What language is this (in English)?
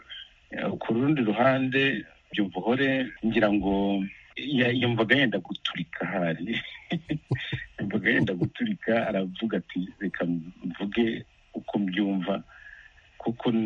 Kinyarwanda